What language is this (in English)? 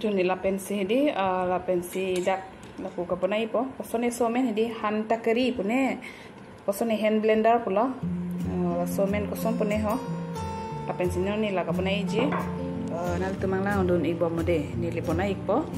Karbi